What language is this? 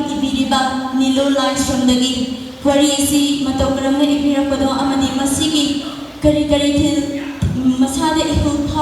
Manipuri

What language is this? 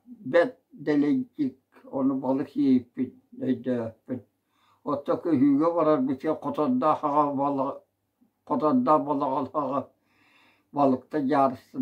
Yakut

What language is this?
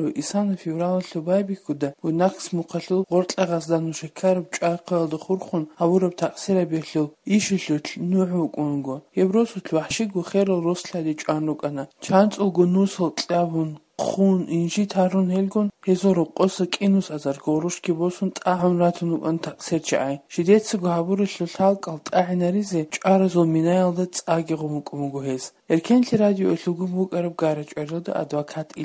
Avaric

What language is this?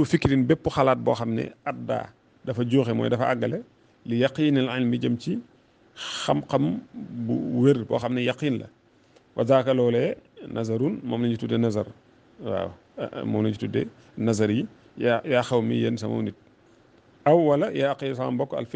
Wolof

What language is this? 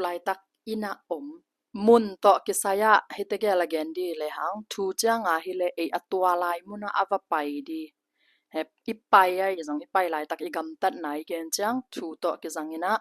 Tedim Chin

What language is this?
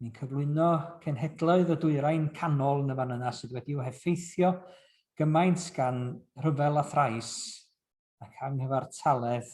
Welsh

